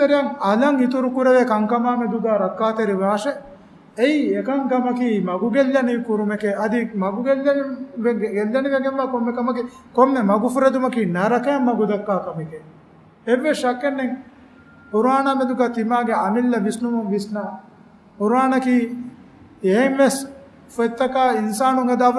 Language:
Divehi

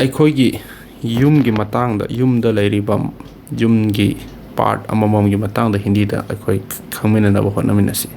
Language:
Manipuri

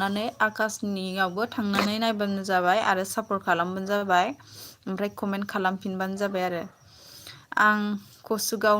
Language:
Bodo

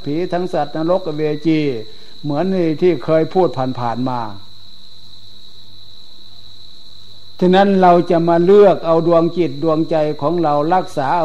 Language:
Thai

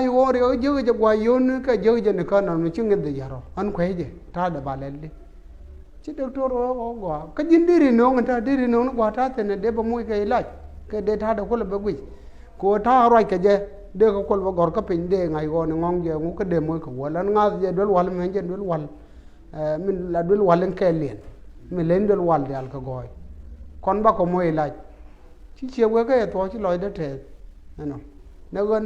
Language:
Nuer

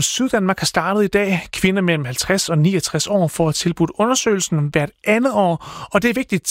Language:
Danish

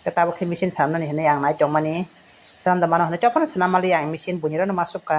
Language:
Kok Borok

